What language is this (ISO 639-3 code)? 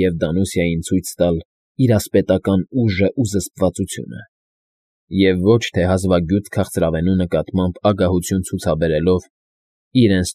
hye